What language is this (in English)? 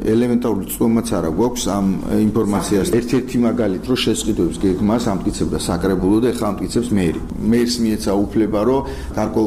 Georgian